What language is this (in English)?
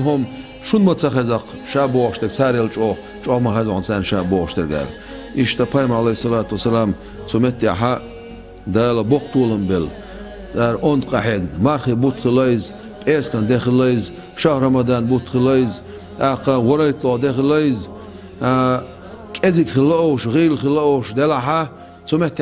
Chechen